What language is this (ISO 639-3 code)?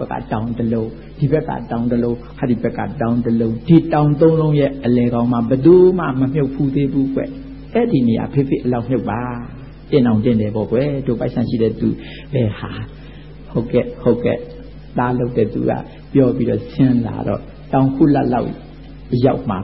mya